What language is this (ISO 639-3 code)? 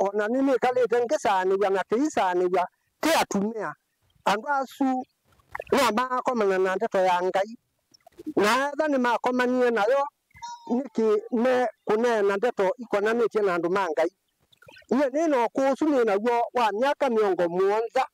kam